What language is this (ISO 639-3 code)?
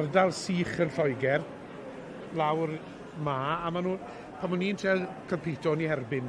cym